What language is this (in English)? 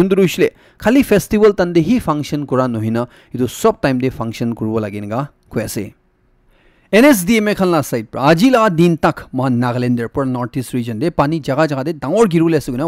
Naga Pidgin